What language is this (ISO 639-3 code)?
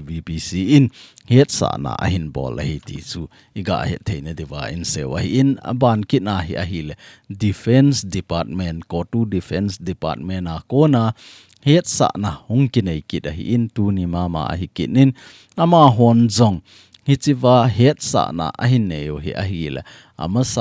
tcz